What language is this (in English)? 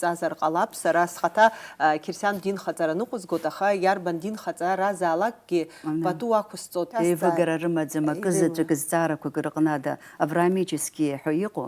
Abkhazian